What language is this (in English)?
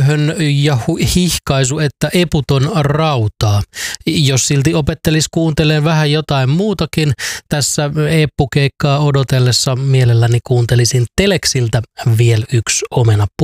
Finnish